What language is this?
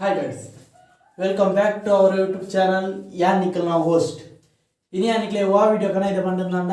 Tulu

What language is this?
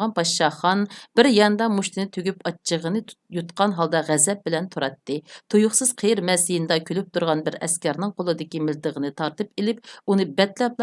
Uyghur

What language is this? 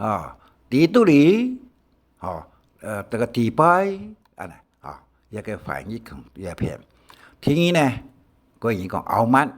Hakka Chinese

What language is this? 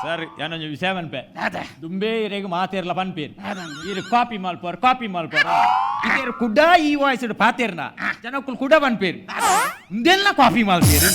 Tulu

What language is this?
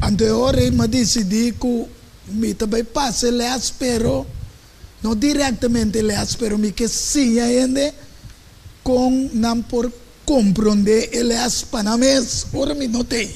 Papiamento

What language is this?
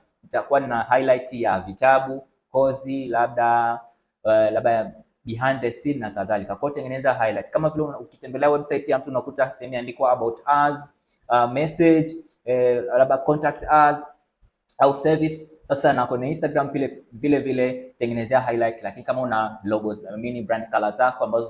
Swahili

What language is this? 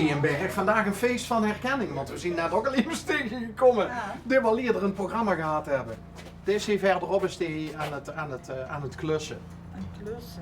Limburgish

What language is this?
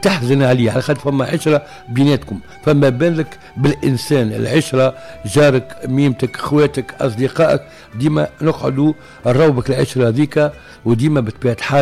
Tunisian Arabic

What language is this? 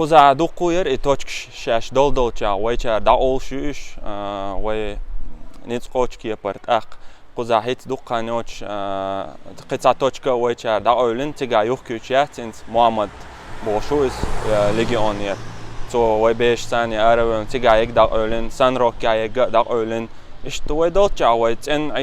Chechen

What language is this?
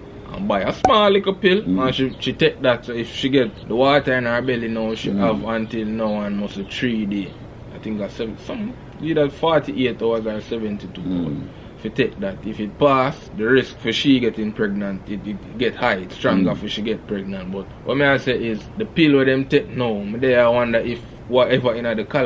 Jamaican Creole English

